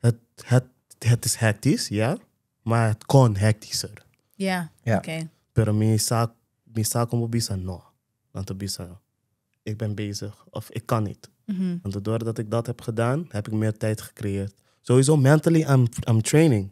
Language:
Papiamento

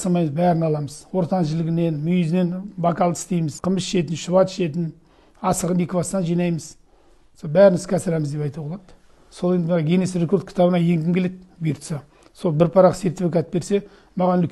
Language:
Kazakh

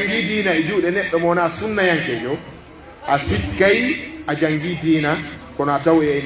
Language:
Pular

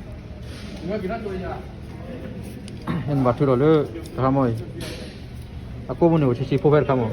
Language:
S'gaw Karen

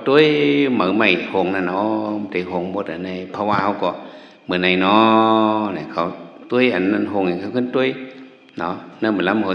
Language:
Shan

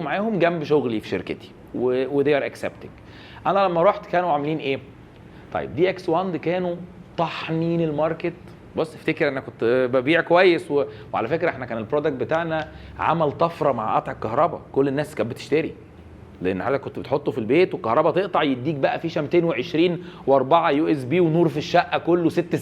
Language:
Egyptian Arabic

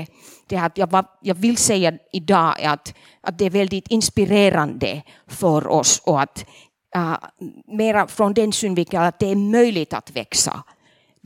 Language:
Swedish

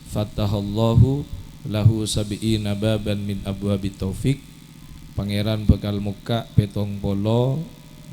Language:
Madurese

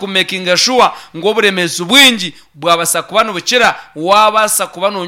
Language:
Nyankole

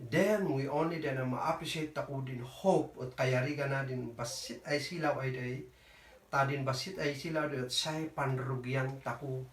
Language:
Kankanaey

